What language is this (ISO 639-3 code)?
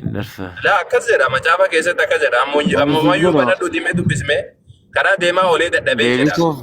orm